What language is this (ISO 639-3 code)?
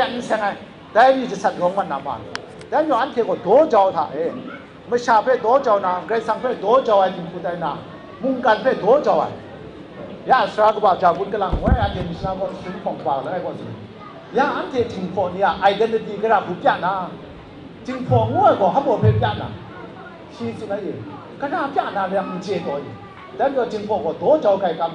kac